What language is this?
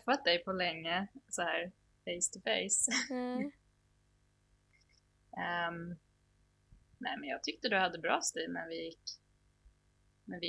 Swedish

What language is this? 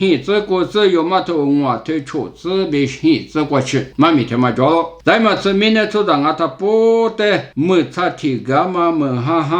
Lisu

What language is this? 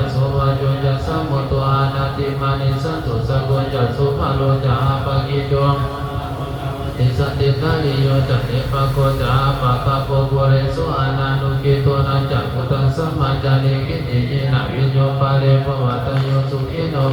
Pali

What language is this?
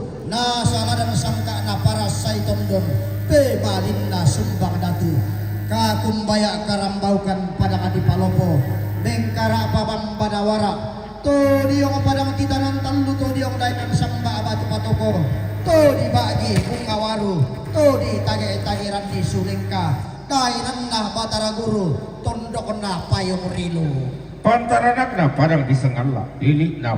Toraja-Sa'dan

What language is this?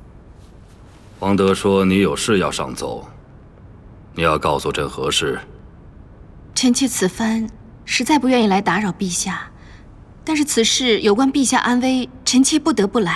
Chinese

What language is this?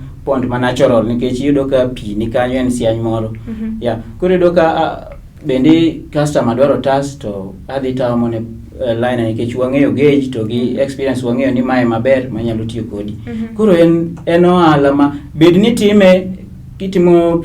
Luo (Kenya and Tanzania)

